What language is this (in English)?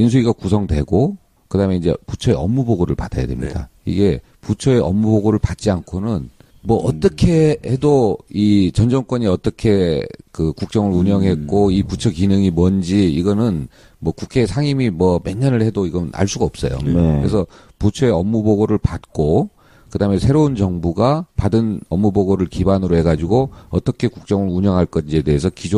Korean